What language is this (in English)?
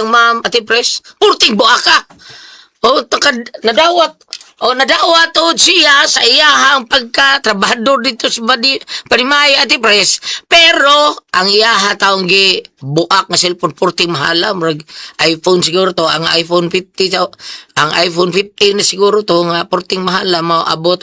Cebuano